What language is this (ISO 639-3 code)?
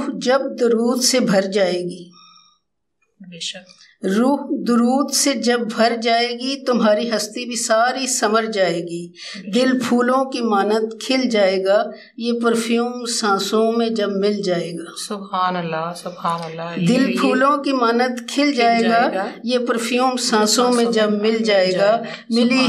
urd